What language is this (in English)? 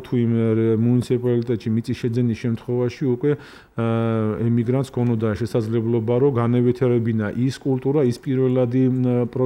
Georgian